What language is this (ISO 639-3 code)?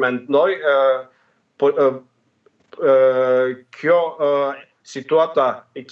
sqi